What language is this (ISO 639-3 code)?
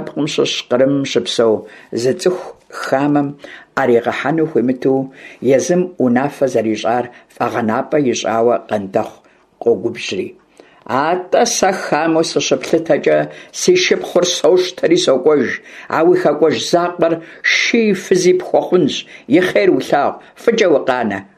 kbd